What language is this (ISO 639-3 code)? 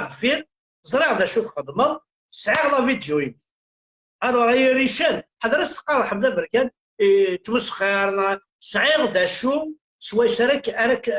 kab